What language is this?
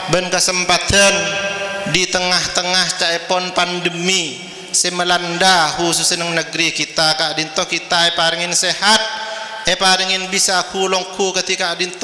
Madurese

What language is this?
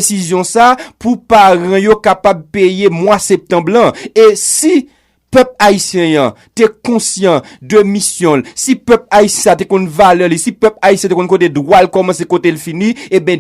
Haitian Creole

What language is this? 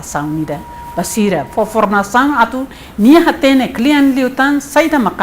Tetum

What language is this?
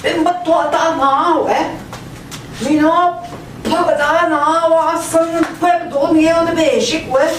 Central Ojibwa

